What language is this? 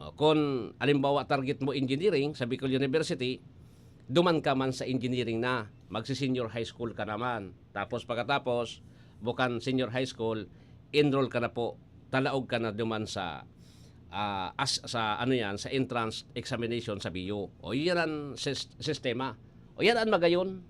Bikol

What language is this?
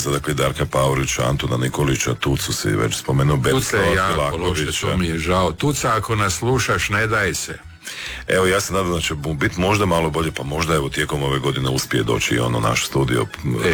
Croatian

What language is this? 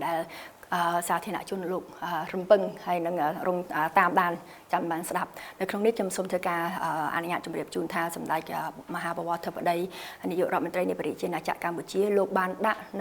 Khmer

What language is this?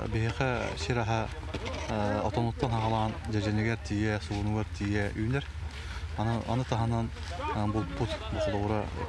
Yakut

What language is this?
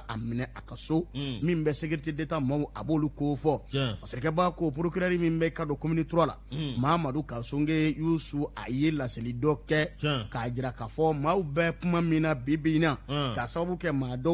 Bambara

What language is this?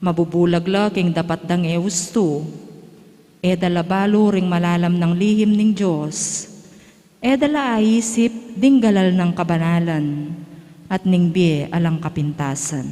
Pampanga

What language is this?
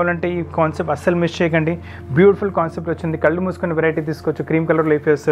Telugu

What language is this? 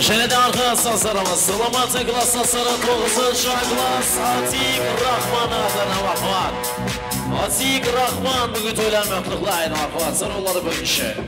Kara-Kalpak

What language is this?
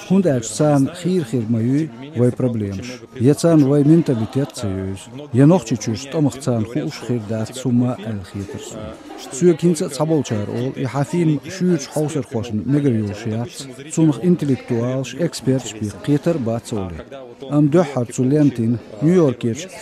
Chechen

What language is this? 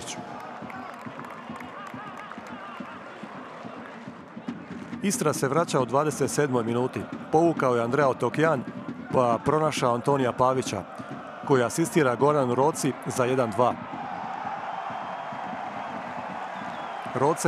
Croatian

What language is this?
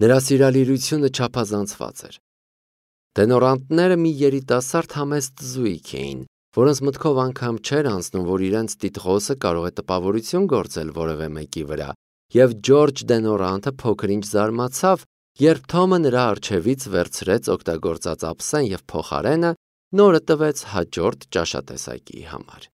Armenian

